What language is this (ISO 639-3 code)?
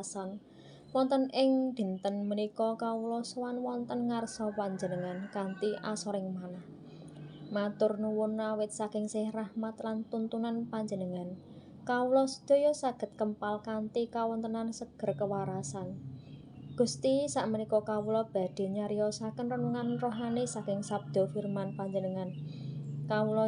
jav